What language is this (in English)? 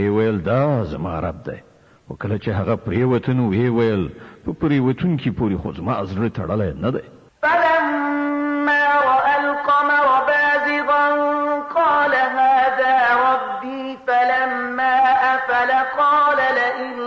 Pashto